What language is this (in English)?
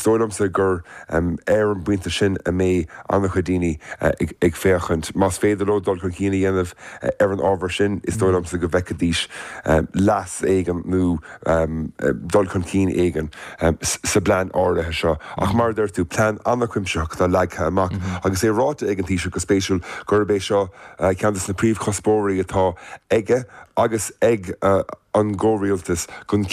Irish